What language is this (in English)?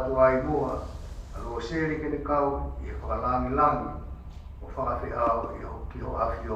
Tongan